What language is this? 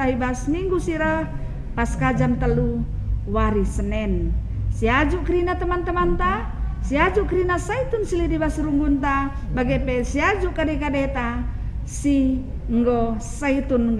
Batak Karo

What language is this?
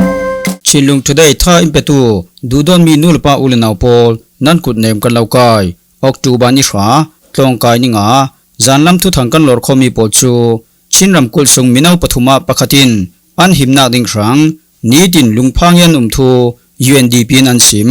Falam Chin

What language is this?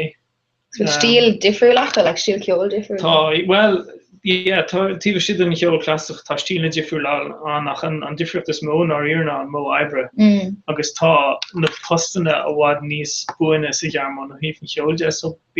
Irish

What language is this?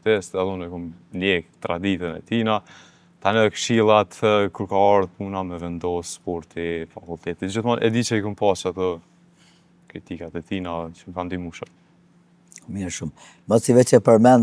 Albanian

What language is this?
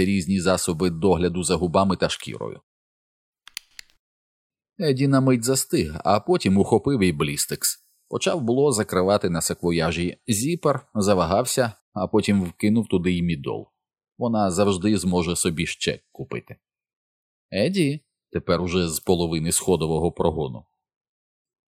Ukrainian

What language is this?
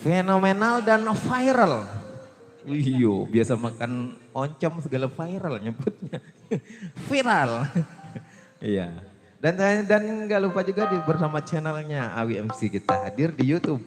Betawi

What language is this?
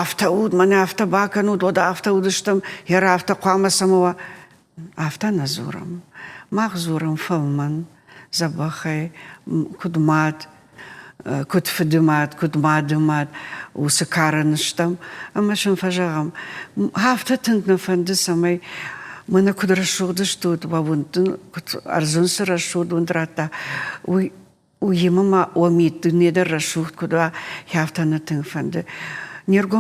Ossetic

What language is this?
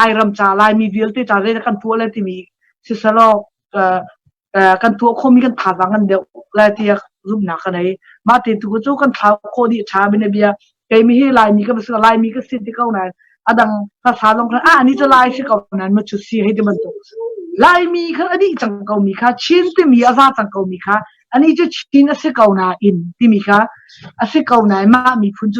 Hakha Chin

